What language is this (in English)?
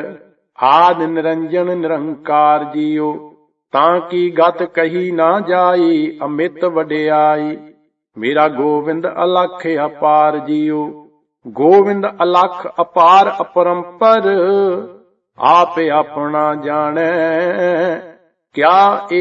Punjabi